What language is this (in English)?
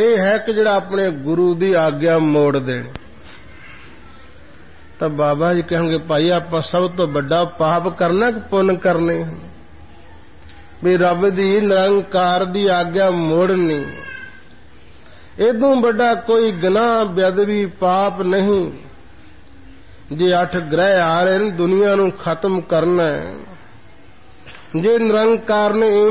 Punjabi